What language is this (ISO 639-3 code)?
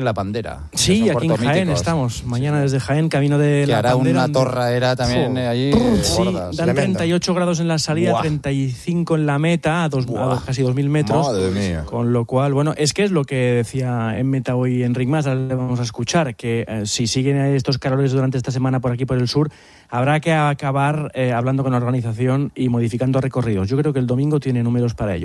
spa